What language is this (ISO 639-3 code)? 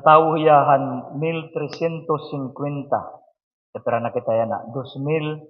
war